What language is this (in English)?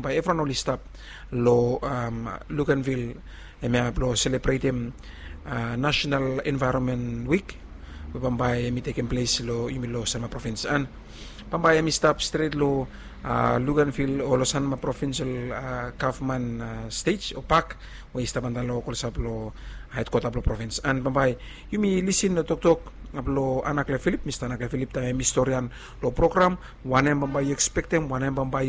Bislama